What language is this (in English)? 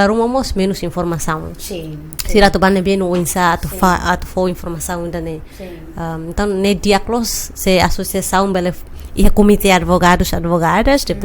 Tetum